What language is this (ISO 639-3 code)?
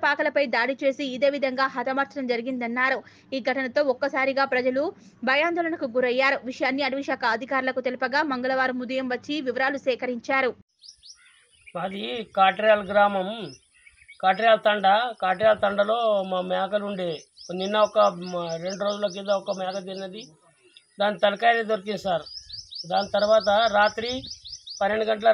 tel